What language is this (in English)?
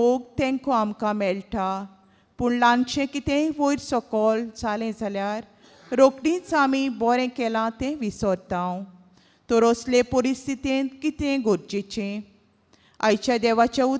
Konkani